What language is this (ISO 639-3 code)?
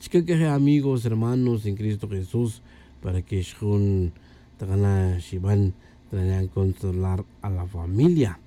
tzj